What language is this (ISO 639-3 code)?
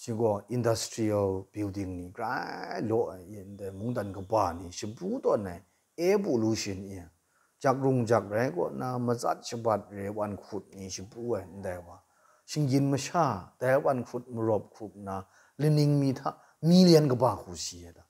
kac